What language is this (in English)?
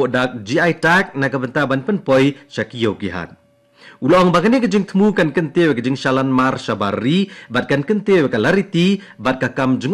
Khasi